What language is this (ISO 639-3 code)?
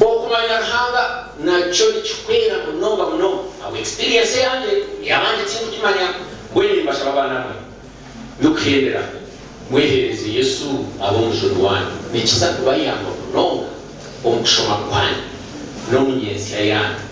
nyn